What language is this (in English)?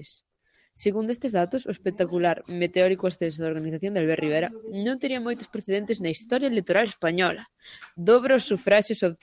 Galician